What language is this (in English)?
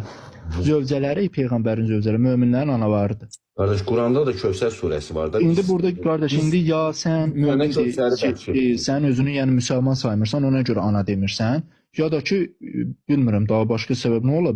Azerbaijani